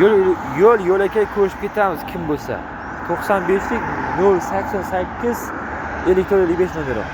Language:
Uzbek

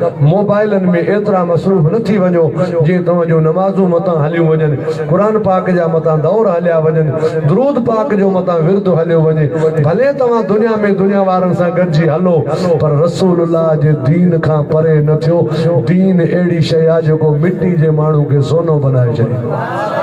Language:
Sindhi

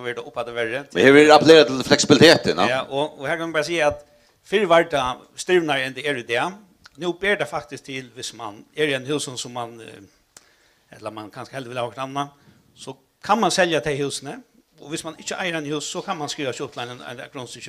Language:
Faroese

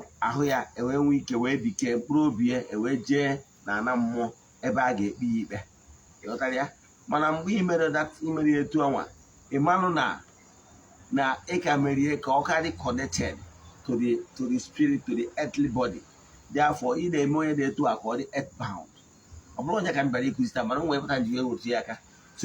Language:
Igbo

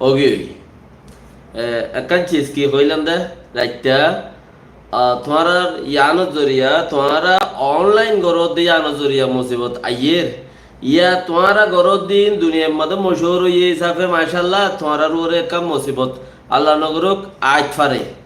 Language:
Rohingya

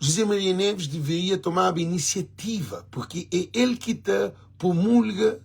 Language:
Kabuverdianu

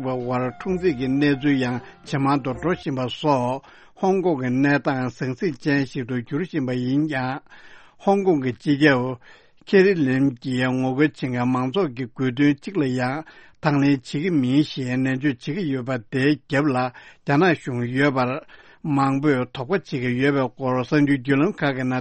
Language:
Tibetan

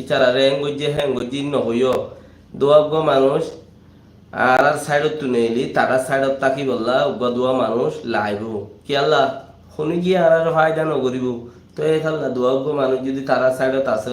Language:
Rohingya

